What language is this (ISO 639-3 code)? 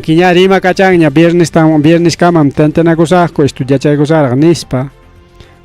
quy